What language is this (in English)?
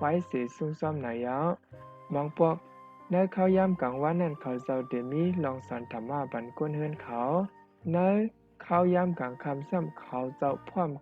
Shan